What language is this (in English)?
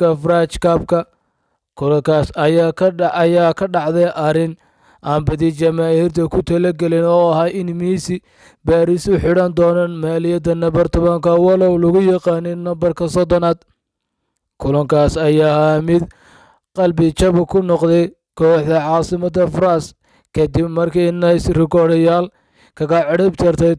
Somali